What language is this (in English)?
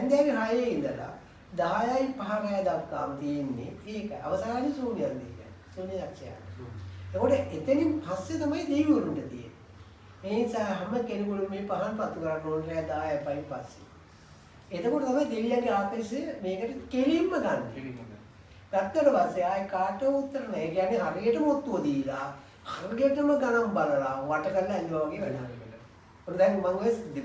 Sinhala